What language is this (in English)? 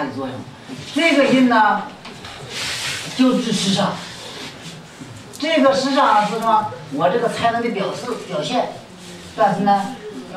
Chinese